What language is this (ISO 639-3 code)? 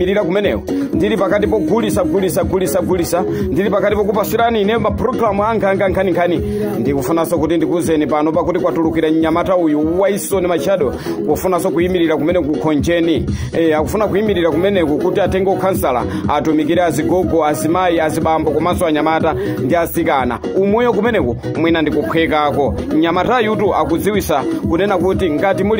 nya